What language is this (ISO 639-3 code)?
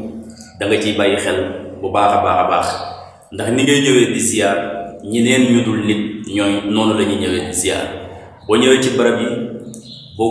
wol